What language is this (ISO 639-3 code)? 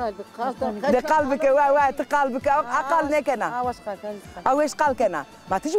zza